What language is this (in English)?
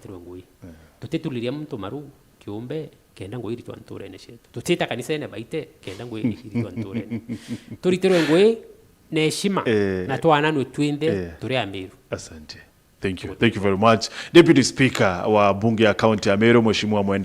Meru